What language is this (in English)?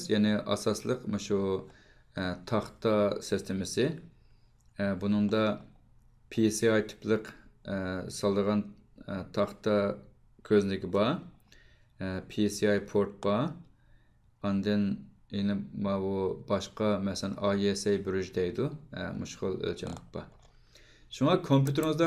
Uyghur